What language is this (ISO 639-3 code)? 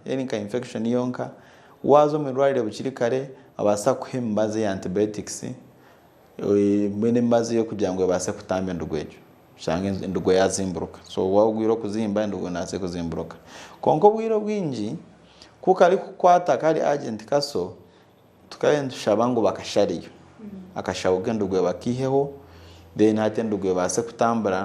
nyn